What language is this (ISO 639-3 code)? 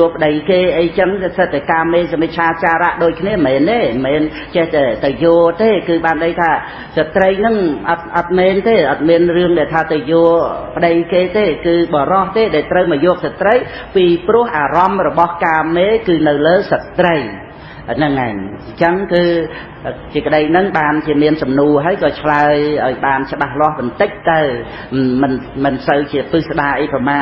khm